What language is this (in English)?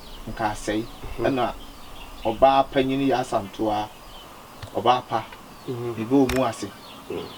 Akan